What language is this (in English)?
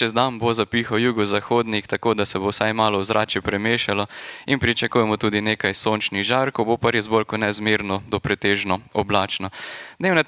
Slovenian